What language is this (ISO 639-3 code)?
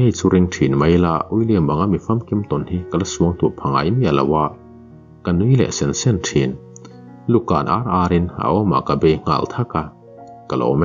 lus